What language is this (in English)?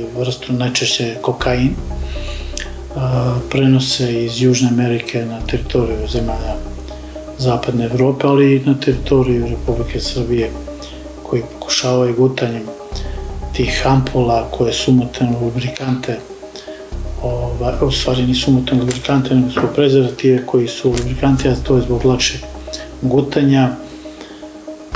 Serbian